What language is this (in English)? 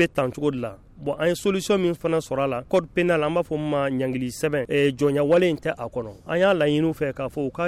Bambara